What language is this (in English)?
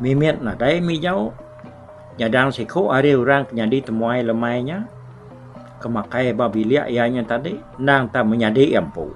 Iban